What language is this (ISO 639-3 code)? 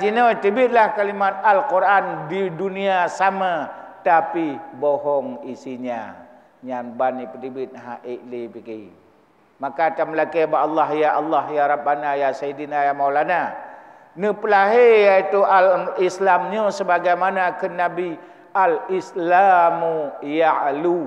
ace